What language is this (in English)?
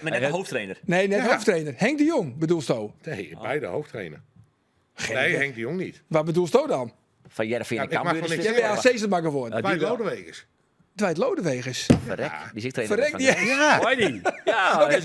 Western Frisian